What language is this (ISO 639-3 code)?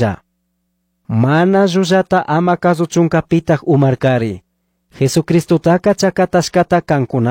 qug